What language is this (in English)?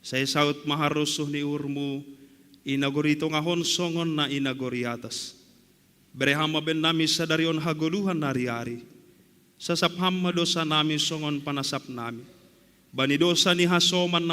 Batak Simalungun